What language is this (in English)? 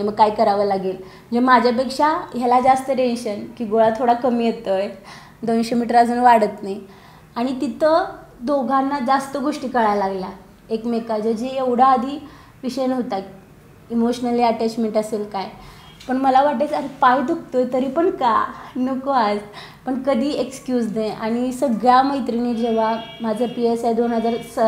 Marathi